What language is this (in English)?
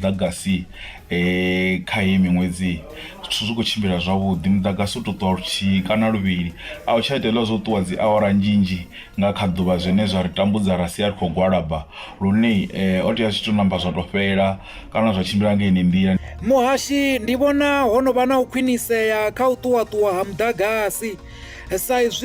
Venda